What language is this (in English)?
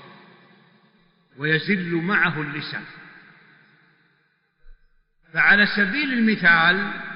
Arabic